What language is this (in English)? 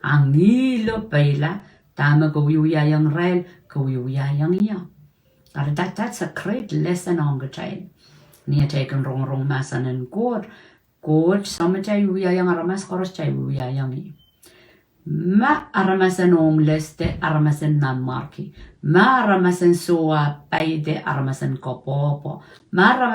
Pohnpeian